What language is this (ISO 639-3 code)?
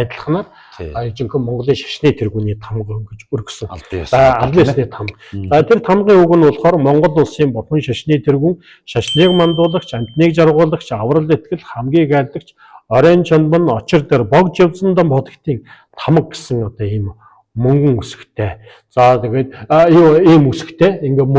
mon